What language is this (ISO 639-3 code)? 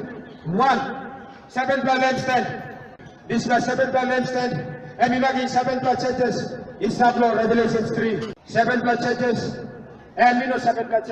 tpi